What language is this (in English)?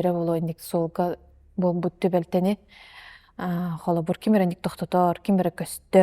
Yakut